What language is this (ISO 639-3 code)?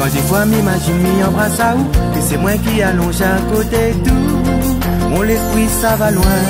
rcf